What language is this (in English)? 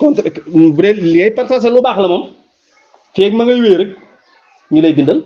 Wolof